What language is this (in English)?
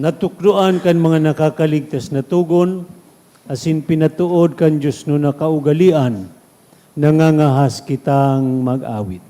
Bikol